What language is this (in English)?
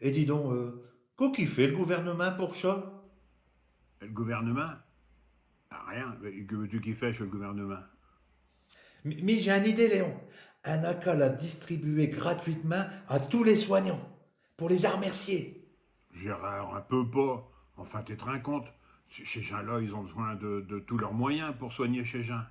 Picard